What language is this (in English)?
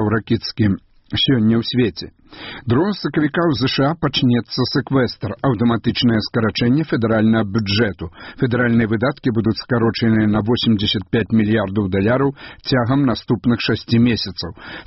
Belarusian